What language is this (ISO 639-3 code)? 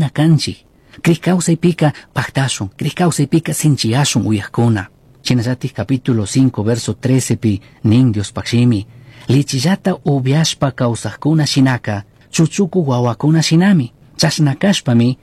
qug